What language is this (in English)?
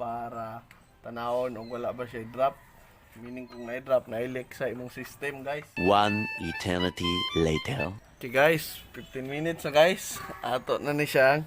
Cebuano